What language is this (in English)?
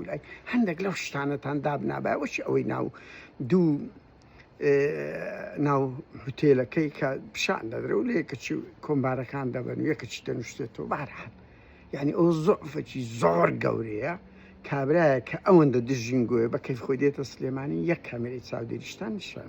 Central Kurdish